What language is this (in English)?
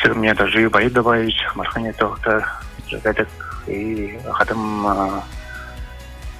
Buriat